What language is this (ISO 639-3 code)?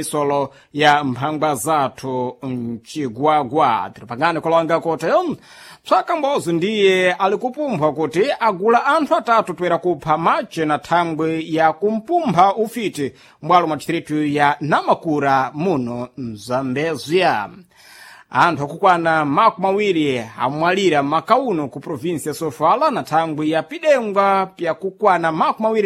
seh